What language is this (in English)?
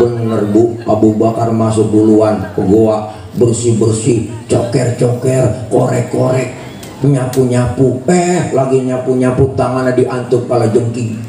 Betawi